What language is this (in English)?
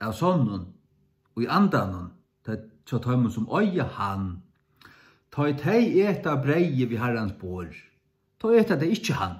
Faroese